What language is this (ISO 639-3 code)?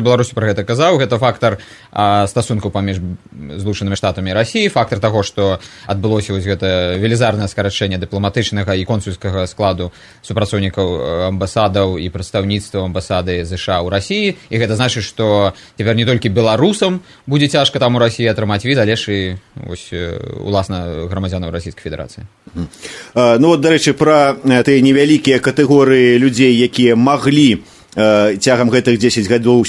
bel